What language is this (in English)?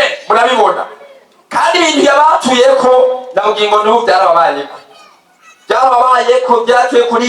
Rundi